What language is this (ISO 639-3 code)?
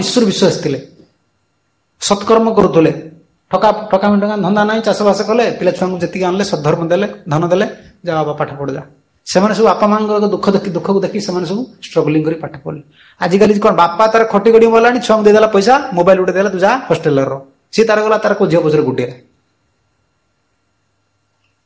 ori